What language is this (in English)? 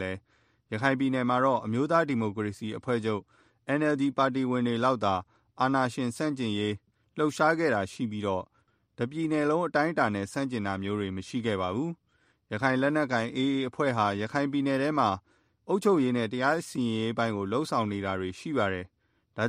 Burmese